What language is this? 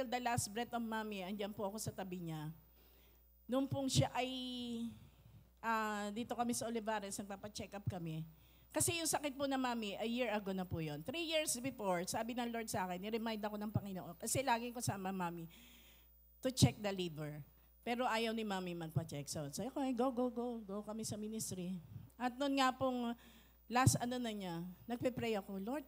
Filipino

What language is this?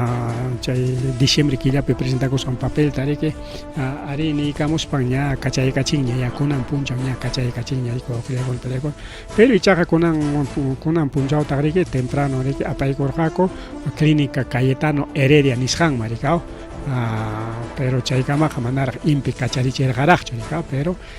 Ayacucho Quechua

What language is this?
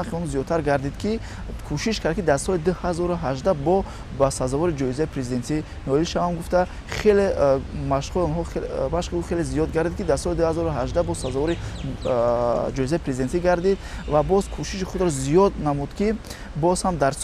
Tajik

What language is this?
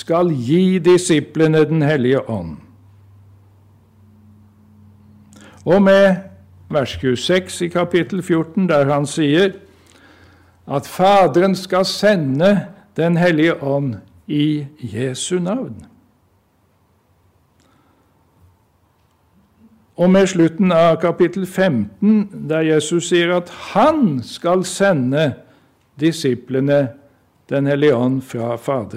Norwegian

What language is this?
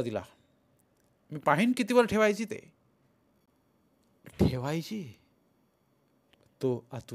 Marathi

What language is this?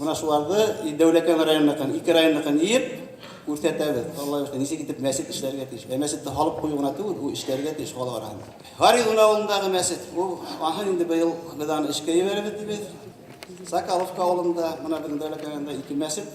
Bashkir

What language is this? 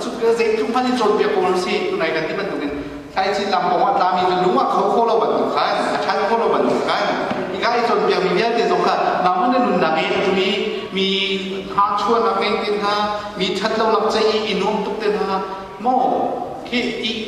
Hakha Chin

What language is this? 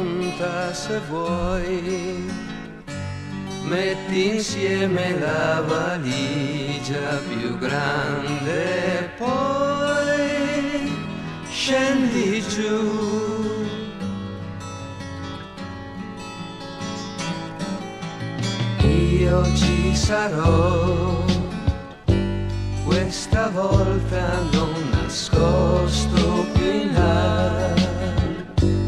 Italian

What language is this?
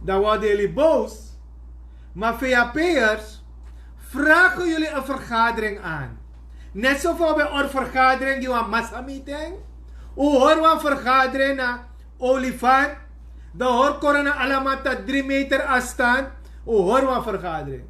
Sranan Tongo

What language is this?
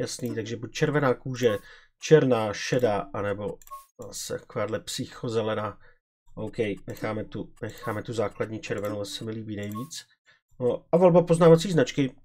Czech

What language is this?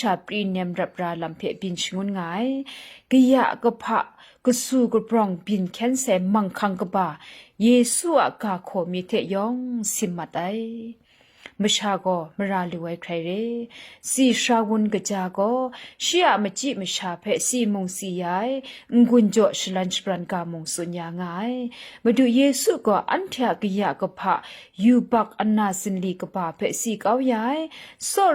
Kachin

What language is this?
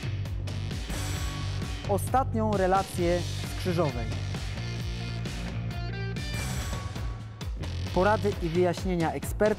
Polish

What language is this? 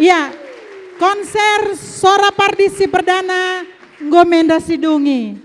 Batak Karo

